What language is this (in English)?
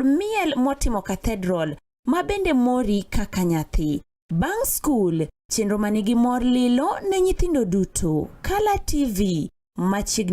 Luo (Kenya and Tanzania)